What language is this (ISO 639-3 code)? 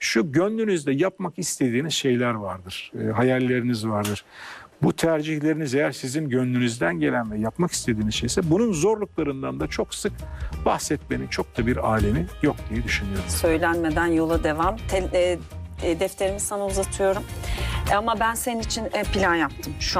tur